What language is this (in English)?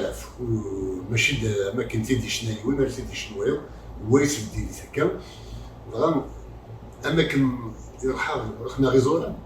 Kabyle